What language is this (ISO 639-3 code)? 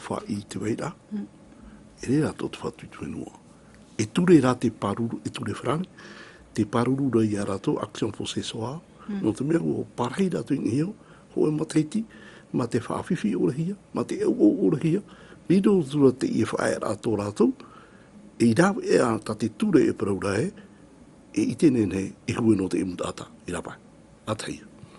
tah